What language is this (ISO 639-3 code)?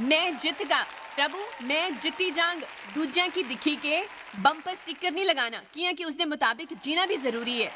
doi